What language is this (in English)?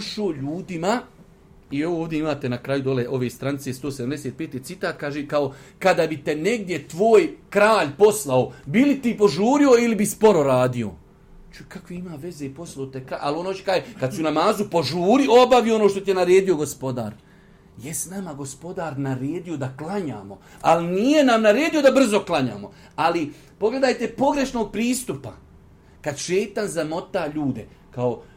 Bosnian